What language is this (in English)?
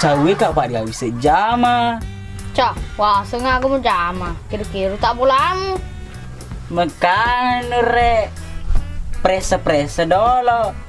Buginese